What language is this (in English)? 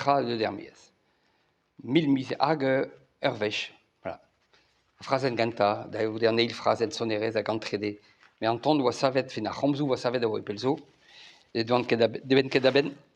Breton